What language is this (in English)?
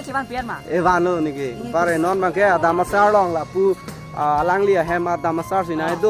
Karbi